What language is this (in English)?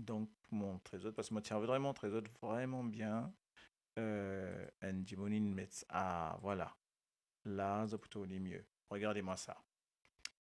Morisyen